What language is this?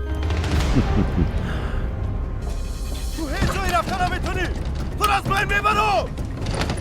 Persian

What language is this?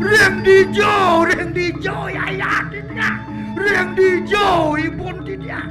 Balinese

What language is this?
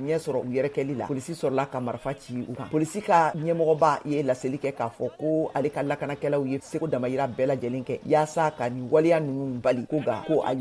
Bambara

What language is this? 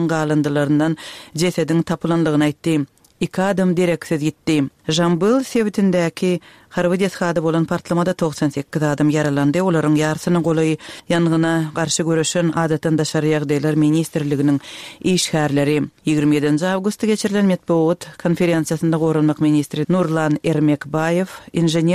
Turkmen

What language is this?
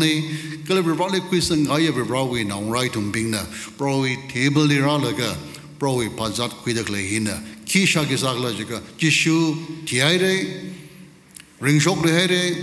Tangkhul Naga (India)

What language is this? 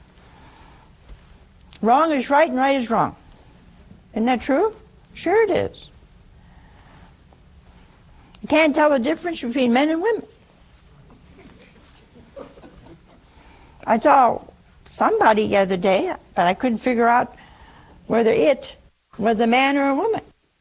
English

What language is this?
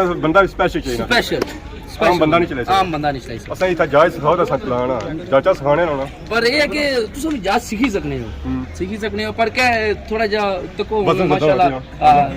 Pahari-Potwari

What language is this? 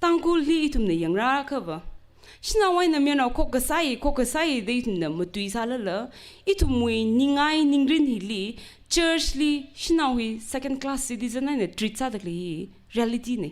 Tangkhul Naga (India)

